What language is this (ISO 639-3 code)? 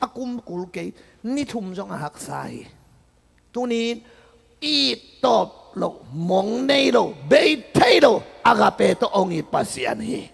ctd